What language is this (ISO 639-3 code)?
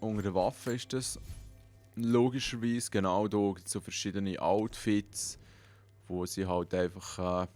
gsw